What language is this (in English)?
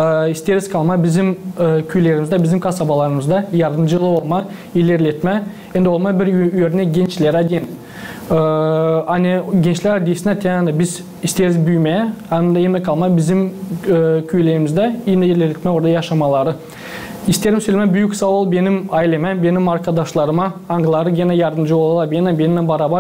Gagauz